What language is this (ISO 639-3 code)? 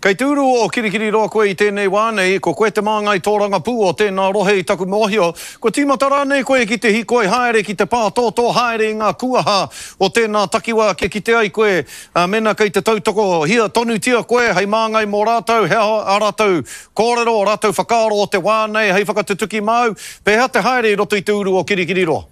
mri